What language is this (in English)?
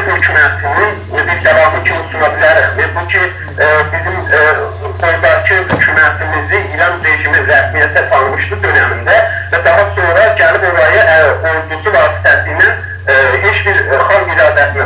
South Azerbaijani